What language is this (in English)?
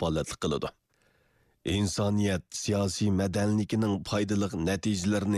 Uyghur